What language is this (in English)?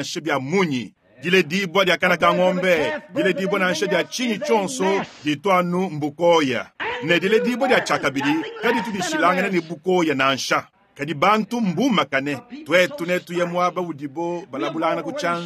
Luba-Lulua